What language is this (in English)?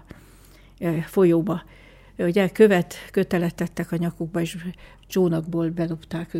Hungarian